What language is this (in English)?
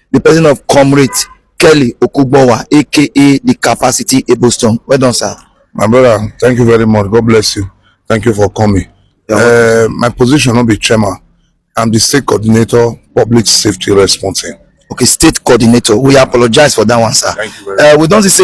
Nigerian Pidgin